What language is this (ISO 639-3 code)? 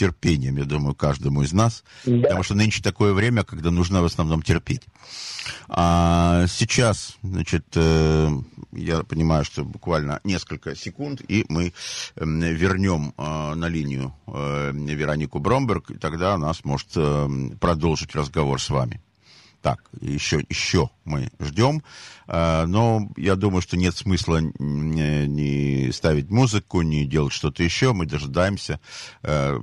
rus